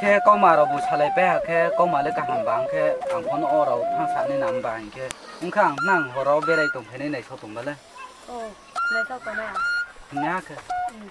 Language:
Riang (India)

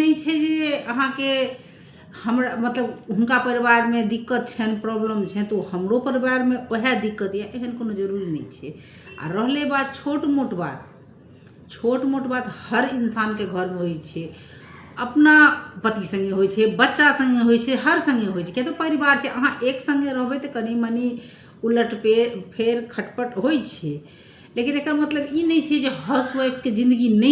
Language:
Maithili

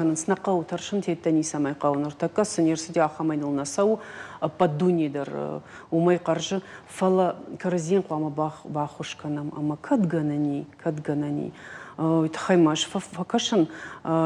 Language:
Ossetic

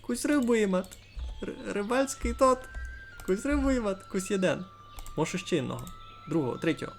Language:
Rusyn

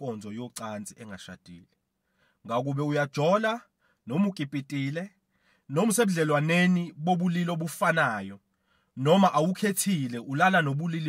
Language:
Zulu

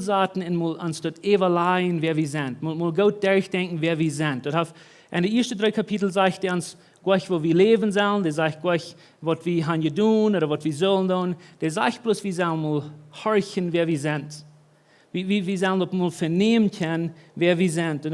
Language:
Plautdietsch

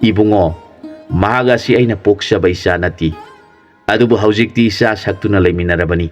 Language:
Manipuri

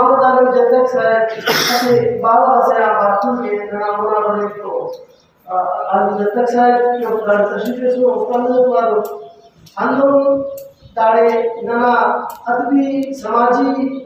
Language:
Brahui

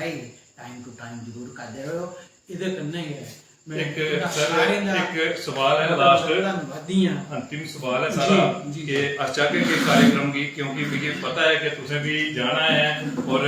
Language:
Dogri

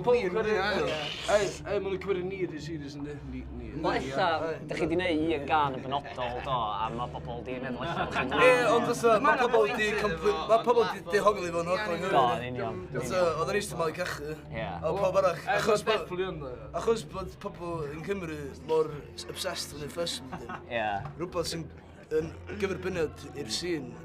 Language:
Welsh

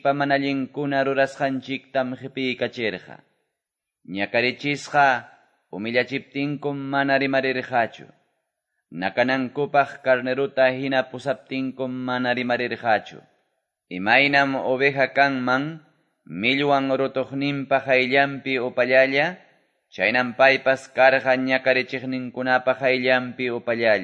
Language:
Quechua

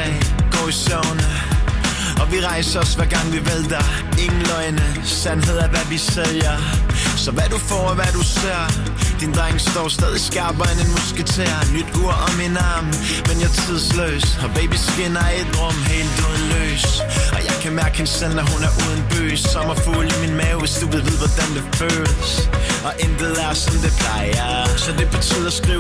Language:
Danish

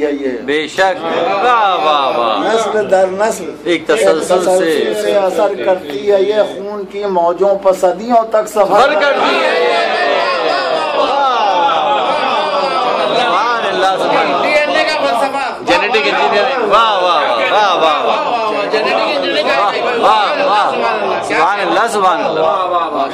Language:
Urdu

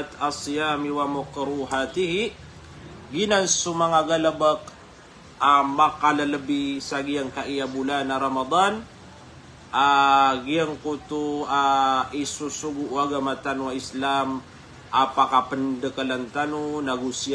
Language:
Maranao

